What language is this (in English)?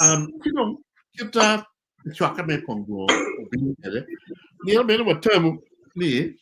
Acoli